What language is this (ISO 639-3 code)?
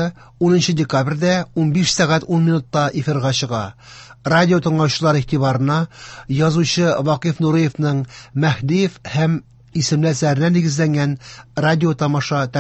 tat